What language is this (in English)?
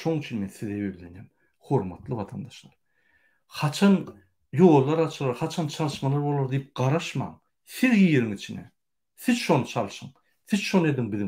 Turkmen